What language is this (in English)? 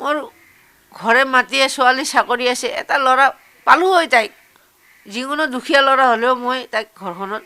Assamese